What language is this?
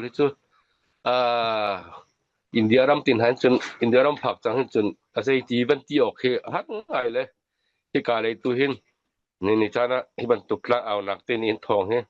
Hakha Chin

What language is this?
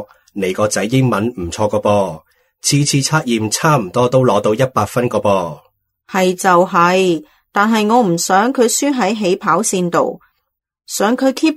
Cantonese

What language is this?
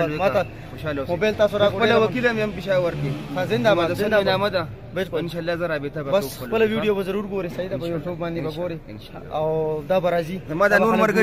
Pashto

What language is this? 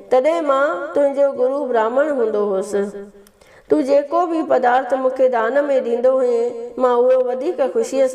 Sindhi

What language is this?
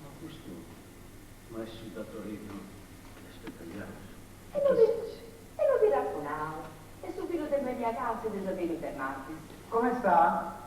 Sardinian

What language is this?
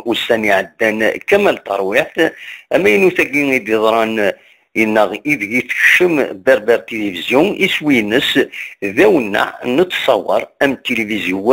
Kabyle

